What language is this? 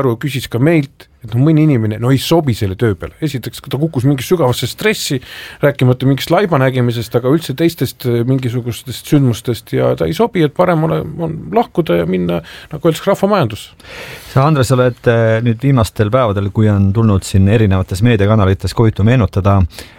Estonian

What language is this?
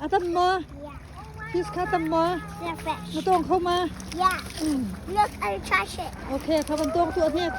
Hakha Chin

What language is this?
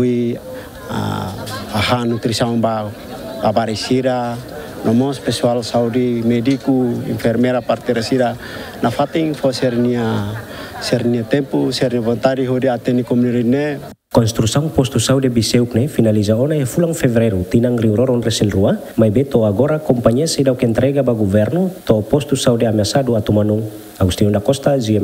Tetum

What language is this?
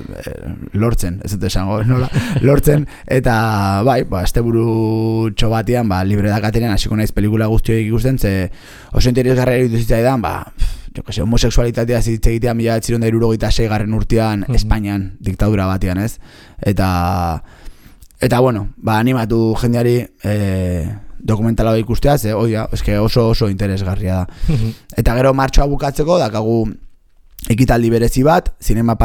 Basque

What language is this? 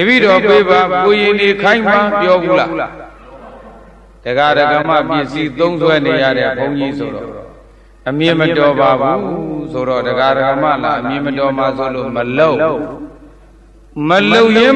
Burmese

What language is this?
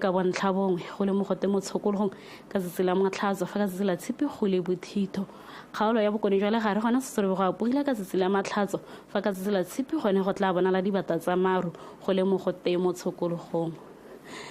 Tswana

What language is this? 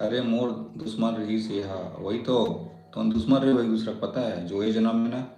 Chhattisgarhi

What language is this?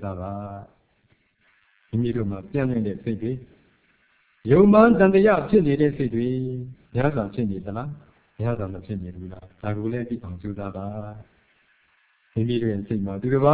Burmese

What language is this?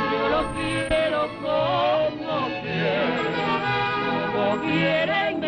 Spanish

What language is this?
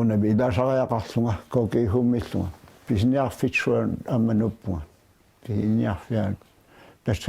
Kalaallisut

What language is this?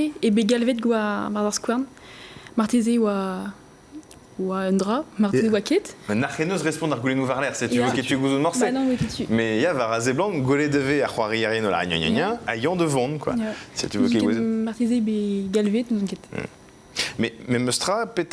Breton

